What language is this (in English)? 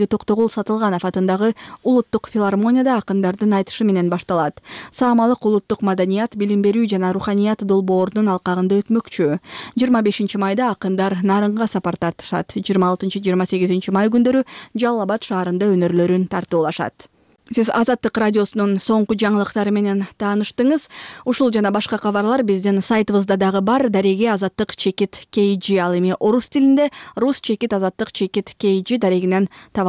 Kyrgyz